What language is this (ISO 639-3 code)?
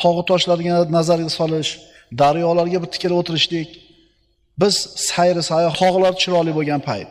uzb